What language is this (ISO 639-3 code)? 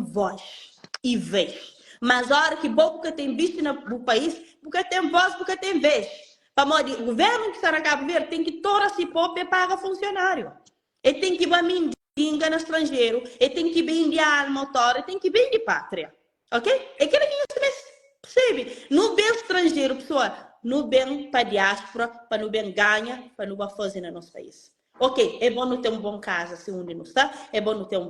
kea